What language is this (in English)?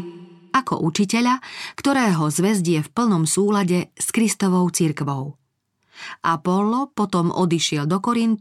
Slovak